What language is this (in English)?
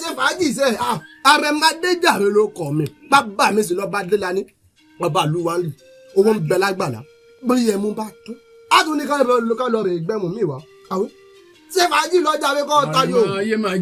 Yoruba